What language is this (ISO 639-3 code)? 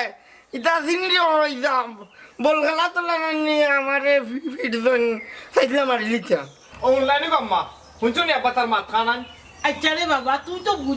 syl